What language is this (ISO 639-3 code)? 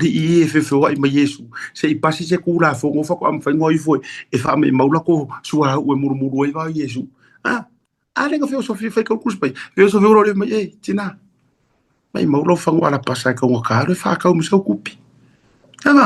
smo